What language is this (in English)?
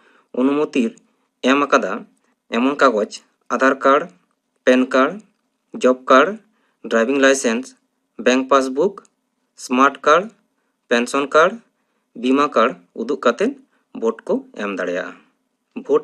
Santali